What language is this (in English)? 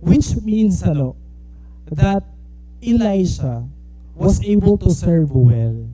Waray